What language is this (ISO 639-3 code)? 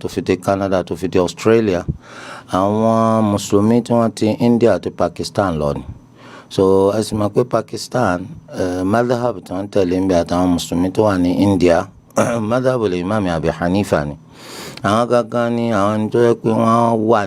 yor